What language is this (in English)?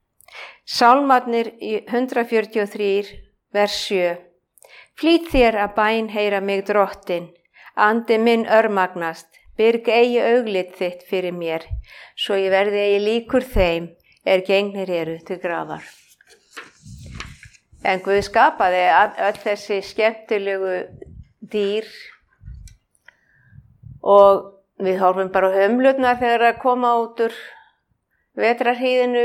Icelandic